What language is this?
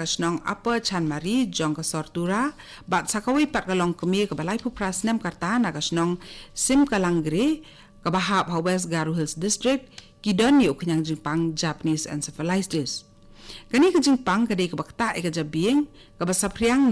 Khasi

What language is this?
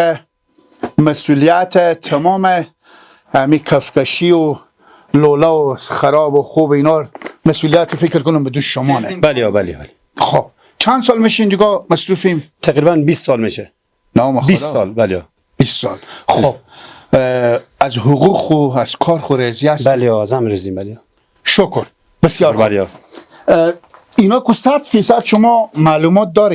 Persian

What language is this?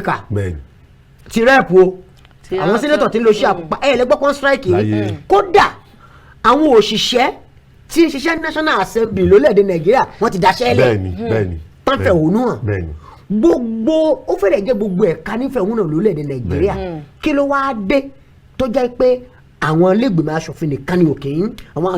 Yoruba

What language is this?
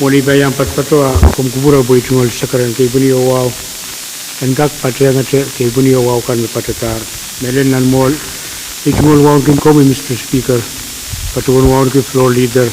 Pohnpeian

